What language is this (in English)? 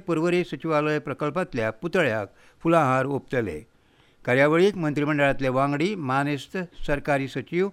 Konkani